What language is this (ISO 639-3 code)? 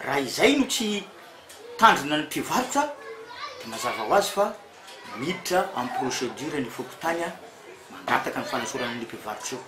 mlg